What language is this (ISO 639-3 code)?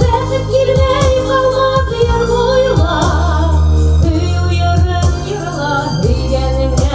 bak